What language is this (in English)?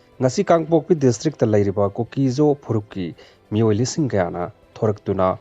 Manipuri